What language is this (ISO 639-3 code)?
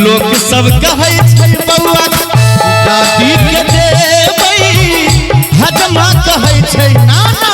mai